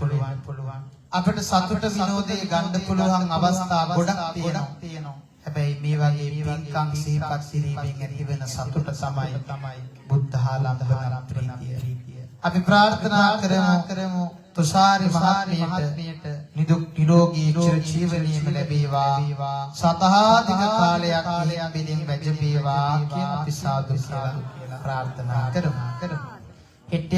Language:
Sinhala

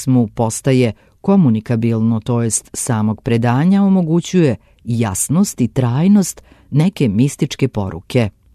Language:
Serbian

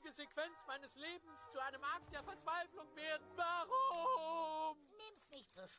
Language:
Swiss German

